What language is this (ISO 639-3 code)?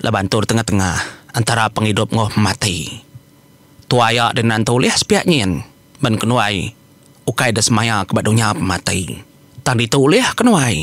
iba